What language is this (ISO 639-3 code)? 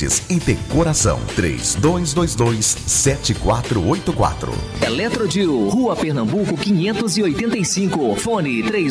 por